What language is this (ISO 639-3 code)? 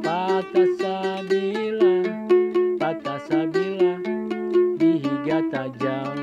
bjn